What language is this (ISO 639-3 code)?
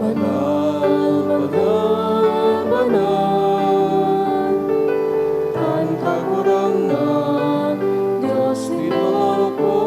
bik